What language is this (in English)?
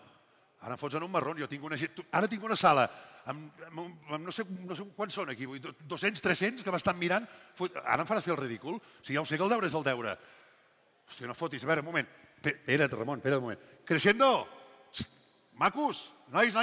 Catalan